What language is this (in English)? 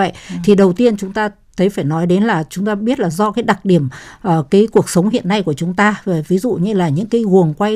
Vietnamese